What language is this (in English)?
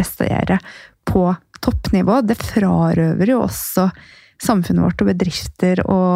Norwegian